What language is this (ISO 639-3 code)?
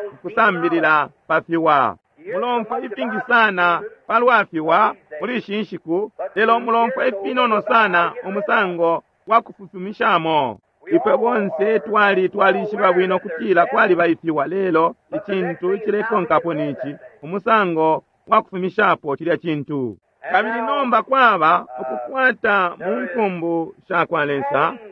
bem